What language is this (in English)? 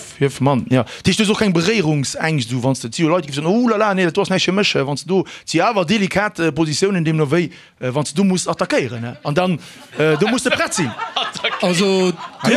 Luxembourgish